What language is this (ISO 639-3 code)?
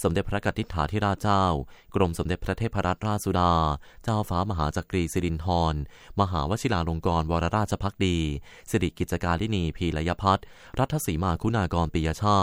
tha